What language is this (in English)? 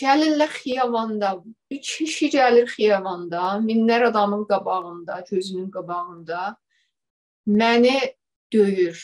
South Azerbaijani